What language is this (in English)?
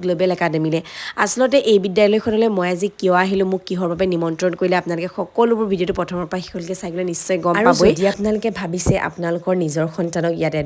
Assamese